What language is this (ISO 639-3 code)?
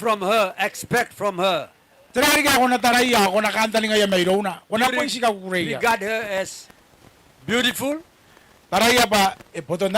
gil